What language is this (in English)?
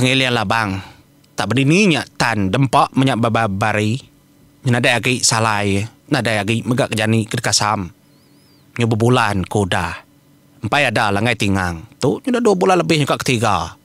Iban